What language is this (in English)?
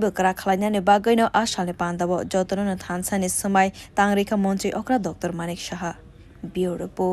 Kok Borok